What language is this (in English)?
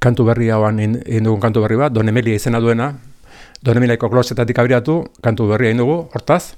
Basque